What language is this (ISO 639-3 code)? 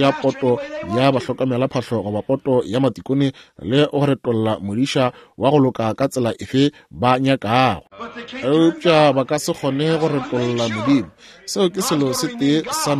nso